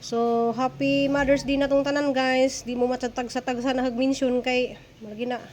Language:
Cebuano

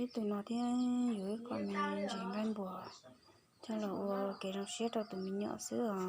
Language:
Hmong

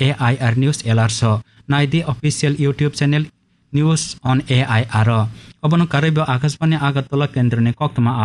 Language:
Kok Borok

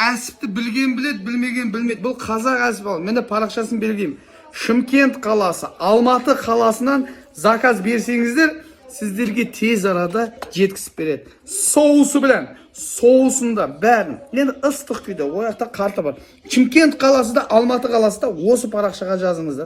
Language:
Kazakh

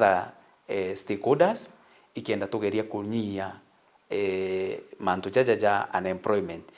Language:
Meru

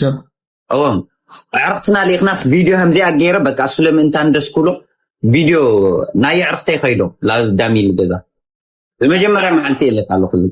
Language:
Tigrinya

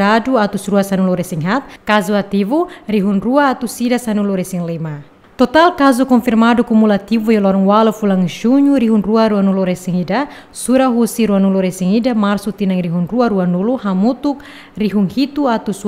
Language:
Tetum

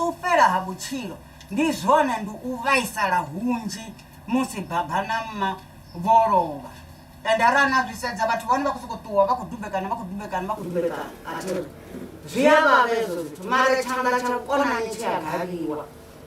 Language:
Venda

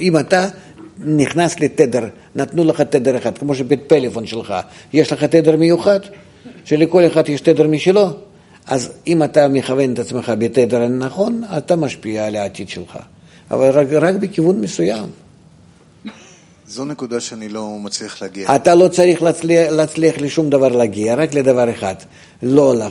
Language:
Hebrew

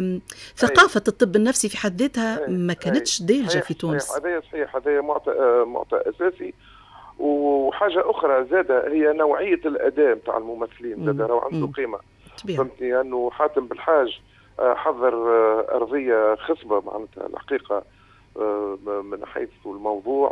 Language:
Tunisian Arabic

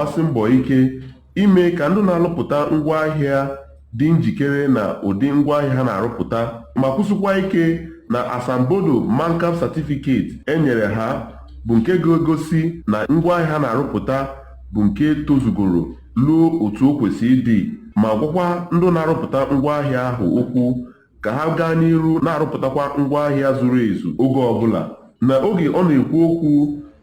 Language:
Igbo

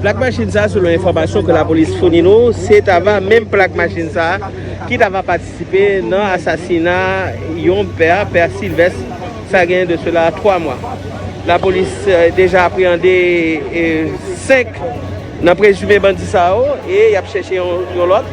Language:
Haitian Creole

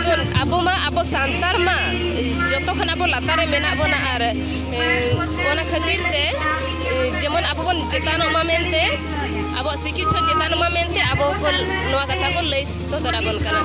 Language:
Santali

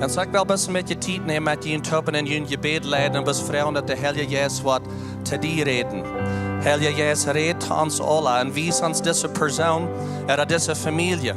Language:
Plautdietsch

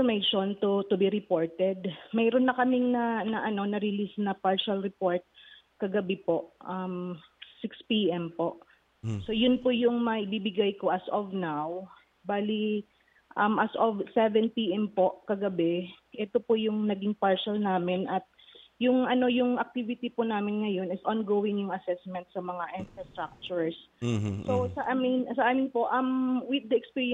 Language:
Filipino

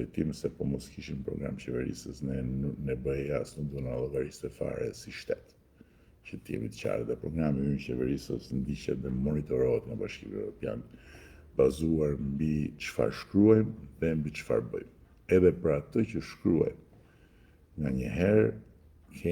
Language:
Albanian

